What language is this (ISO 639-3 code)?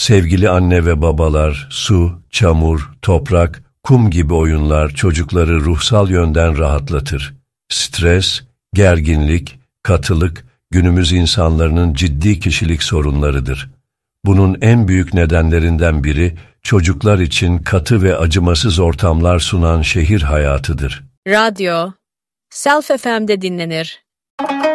tur